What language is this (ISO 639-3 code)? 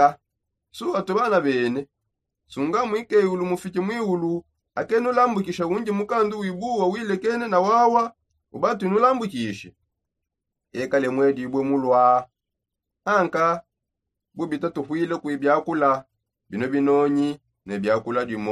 sop